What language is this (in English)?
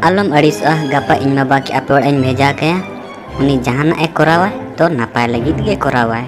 Santali